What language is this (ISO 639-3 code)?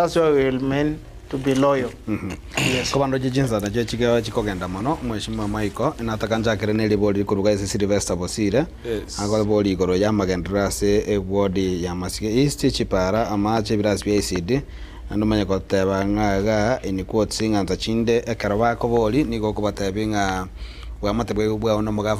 guz